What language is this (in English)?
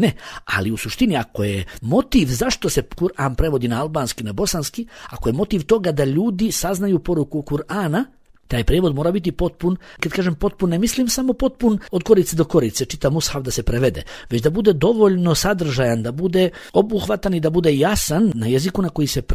Bosnian